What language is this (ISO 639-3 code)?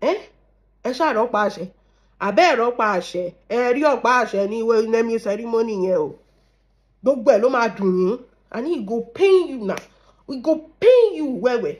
yor